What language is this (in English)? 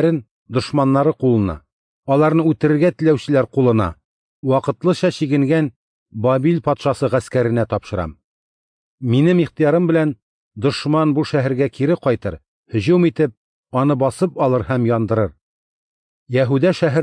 Tatar